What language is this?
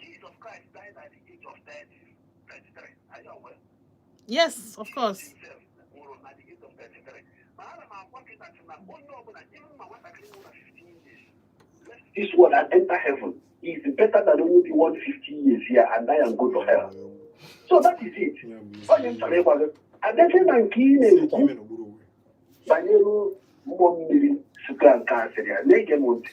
Igbo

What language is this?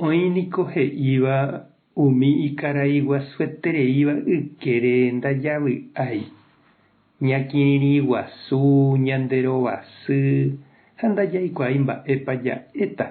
Guarani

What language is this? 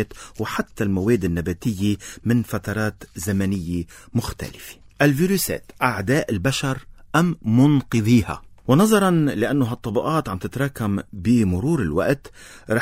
North Levantine Arabic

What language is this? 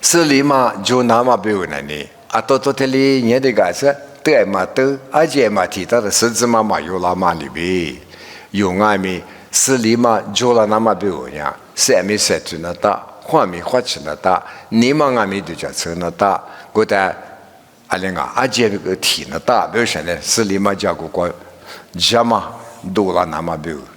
Lisu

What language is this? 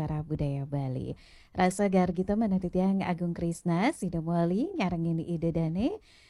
Balinese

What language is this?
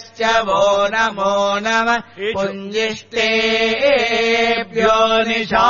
Sanskrit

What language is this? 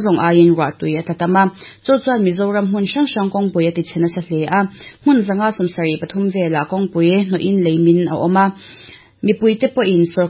Mizo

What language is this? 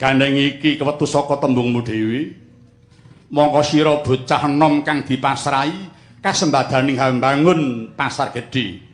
Javanese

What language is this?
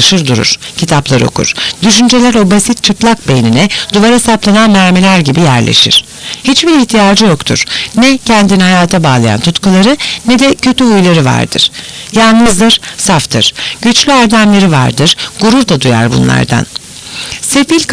Turkish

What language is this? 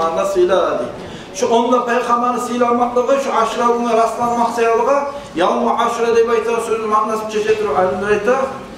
Kumyk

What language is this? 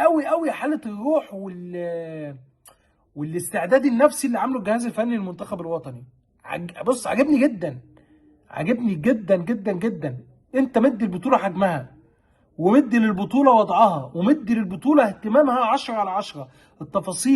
Egyptian Arabic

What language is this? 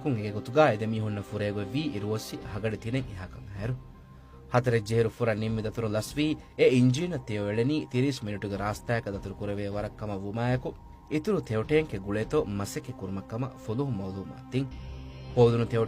Divehi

